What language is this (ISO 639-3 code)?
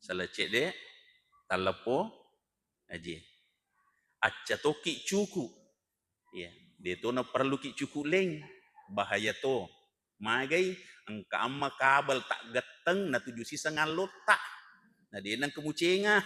bug